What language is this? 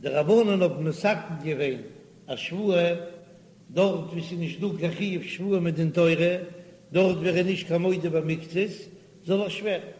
Yiddish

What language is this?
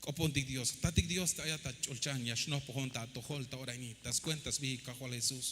Tzeltal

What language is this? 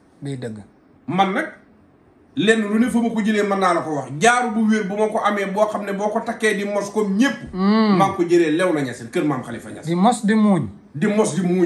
Wolof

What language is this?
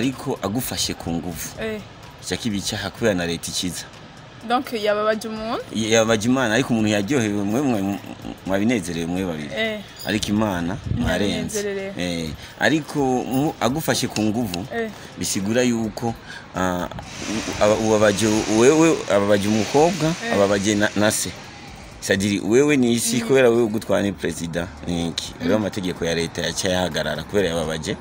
Rundi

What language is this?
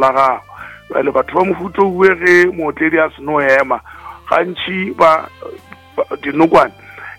Northern Sotho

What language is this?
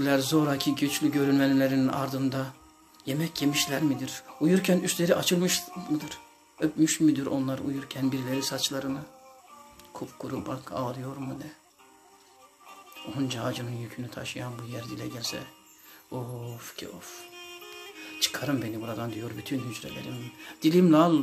Turkish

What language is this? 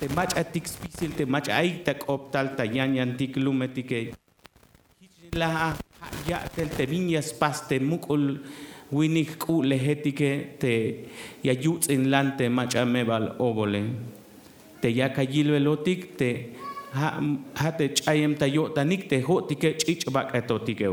Tzeltal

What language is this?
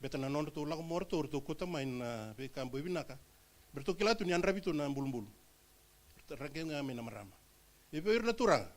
Fijian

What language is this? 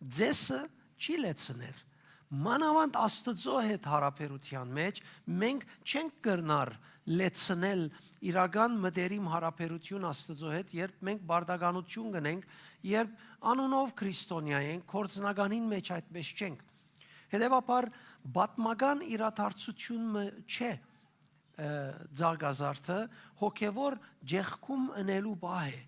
Western Armenian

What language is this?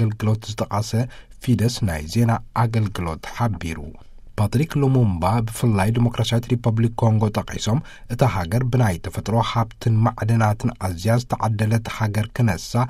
Tigrinya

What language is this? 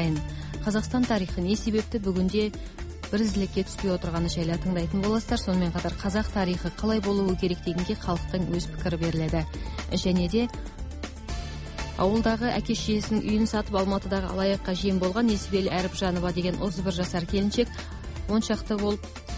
Kazakh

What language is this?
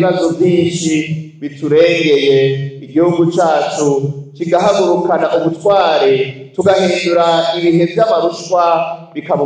Rundi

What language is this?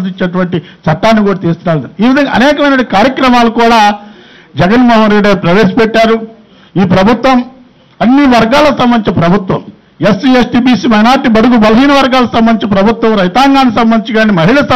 Telugu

